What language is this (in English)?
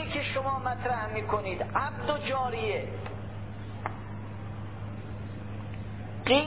Persian